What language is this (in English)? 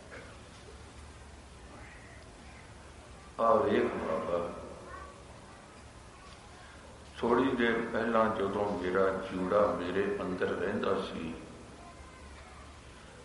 Punjabi